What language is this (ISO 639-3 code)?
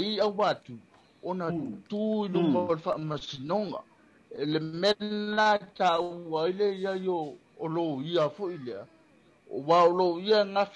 smo